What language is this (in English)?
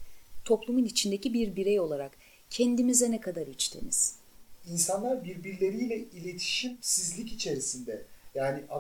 Turkish